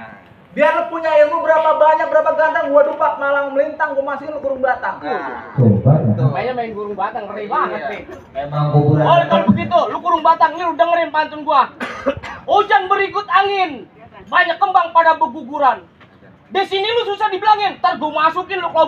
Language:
Betawi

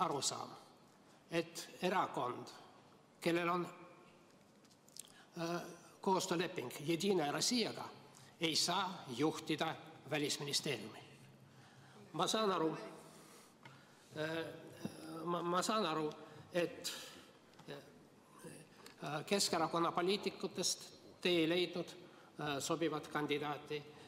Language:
Estonian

